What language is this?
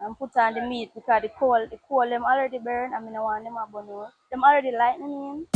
Jamaican Creole English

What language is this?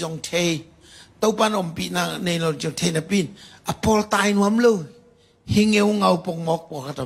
Tedim Chin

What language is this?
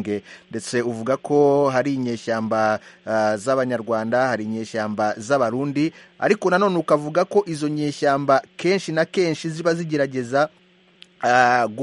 Kinyarwanda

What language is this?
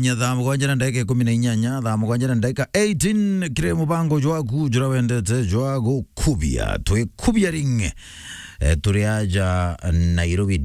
Meru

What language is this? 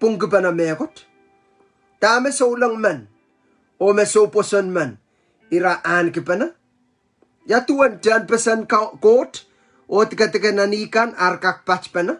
Pohnpeian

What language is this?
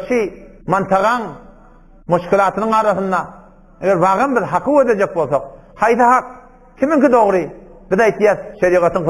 Turkmen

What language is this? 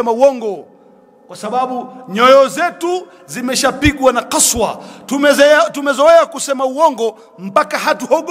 Swahili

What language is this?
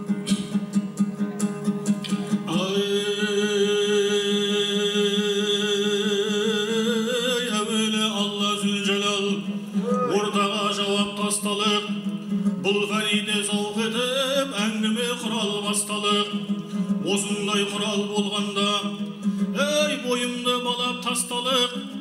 Kazakh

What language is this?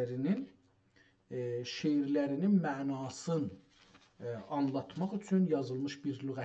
South Azerbaijani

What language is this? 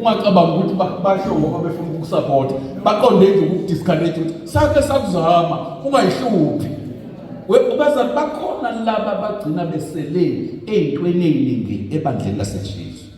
Zulu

